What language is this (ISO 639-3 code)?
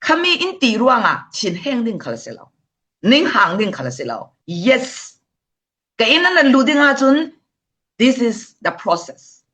cfm